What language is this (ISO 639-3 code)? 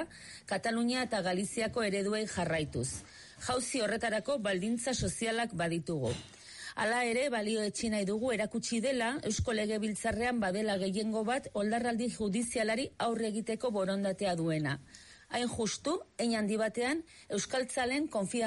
eus